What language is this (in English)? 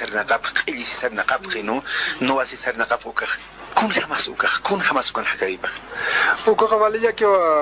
South Bolivian Quechua